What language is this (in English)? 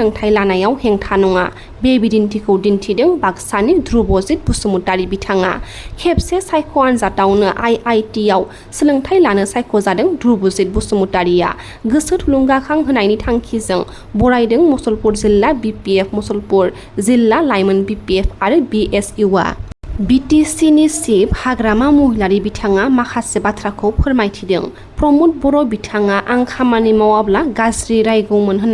Bodo